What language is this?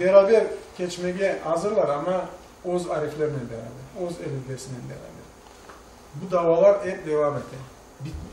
Crimean Tatar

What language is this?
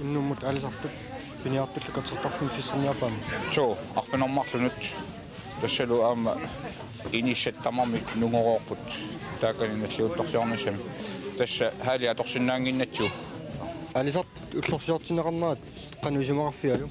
Kalaallisut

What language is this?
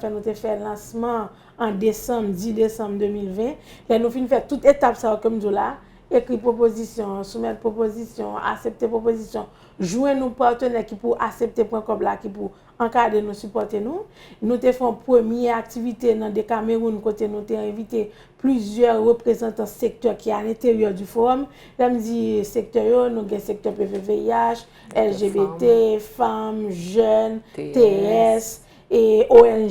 Haitian Creole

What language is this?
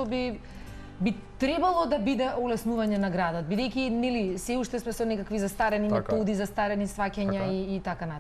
Macedonian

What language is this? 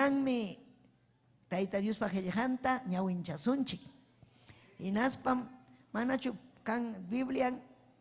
Ayacucho Quechua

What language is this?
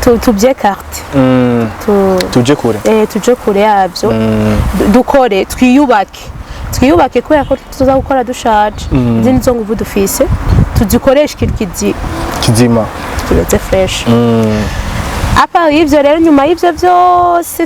Rundi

